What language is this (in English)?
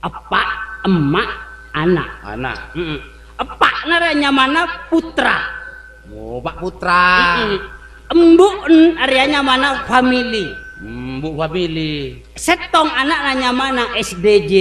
Madurese